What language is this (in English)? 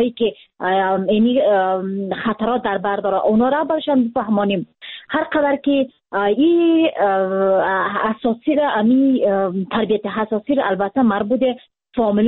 Persian